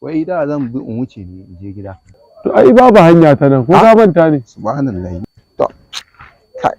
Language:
Hausa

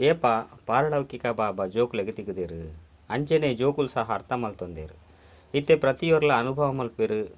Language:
Tulu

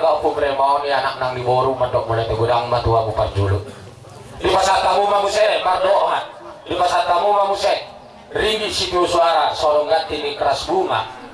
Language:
Batak Toba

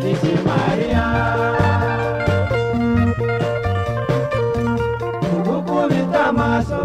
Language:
Kinyarwanda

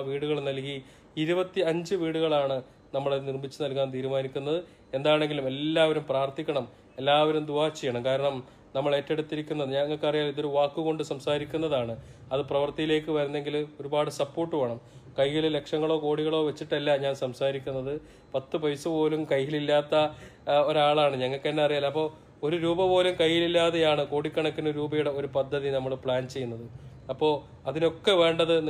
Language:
Malayalam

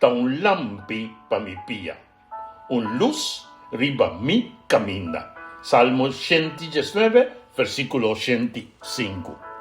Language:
Papiamento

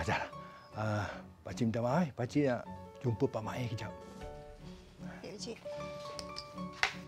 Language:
Malay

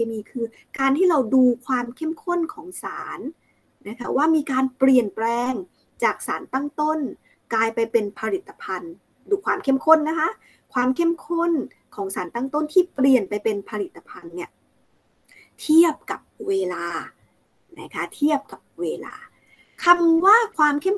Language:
Thai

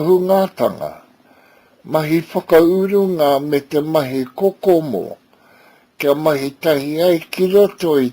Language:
Māori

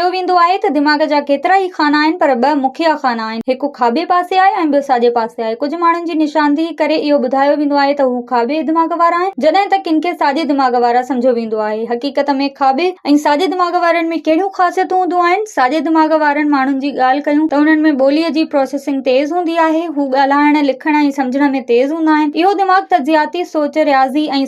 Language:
Sindhi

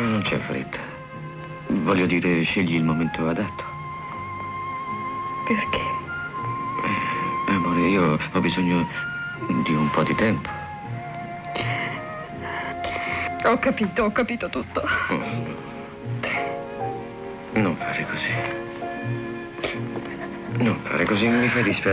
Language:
Italian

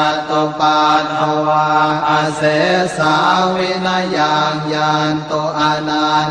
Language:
Pali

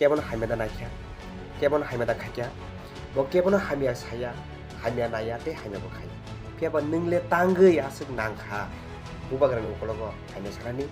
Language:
Kok Borok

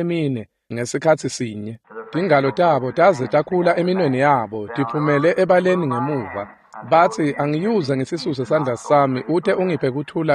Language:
Swati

